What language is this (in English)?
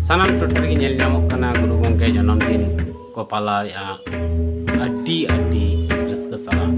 Santali